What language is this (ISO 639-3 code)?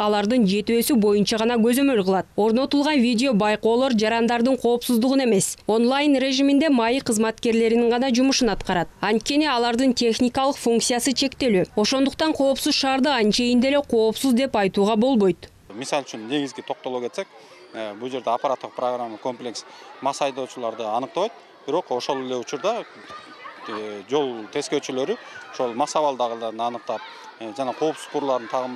kir